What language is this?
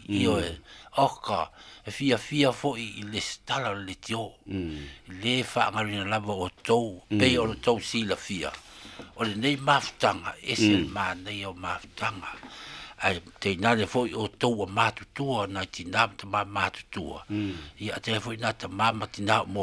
Samoan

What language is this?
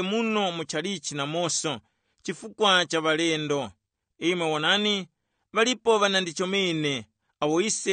Tumbuka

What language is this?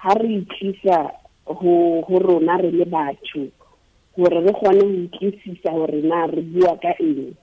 Southern Sotho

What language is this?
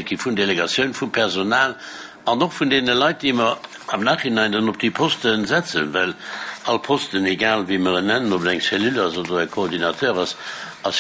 Luxembourgish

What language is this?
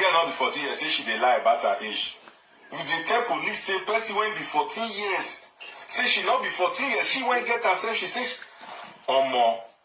Nigerian Pidgin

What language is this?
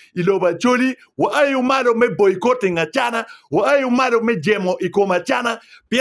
Acoli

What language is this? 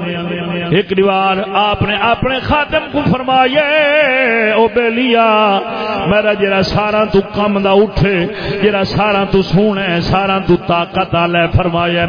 Saraiki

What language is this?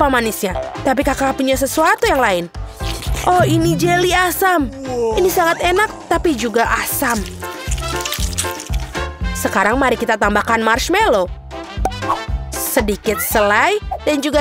Indonesian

